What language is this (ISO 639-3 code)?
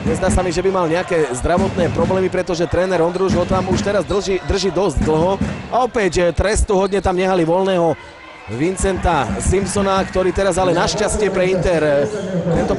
slk